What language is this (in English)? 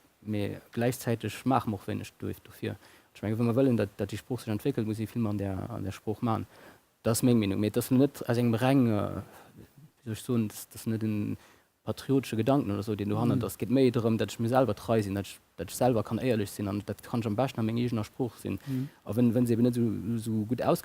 Luxembourgish